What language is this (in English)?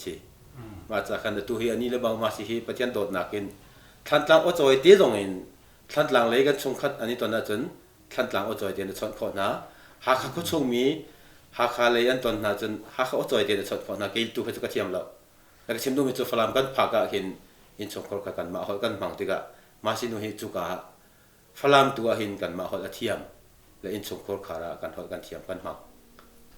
Hakha Chin